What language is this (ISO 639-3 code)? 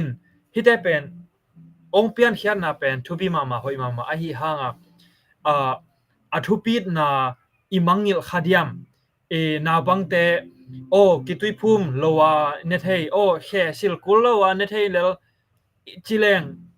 ctd